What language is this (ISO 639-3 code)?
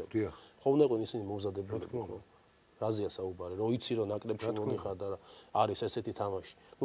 kat